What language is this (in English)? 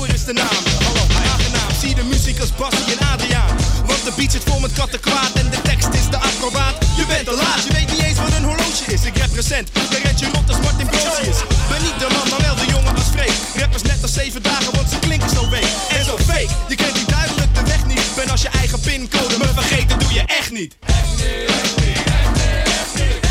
Dutch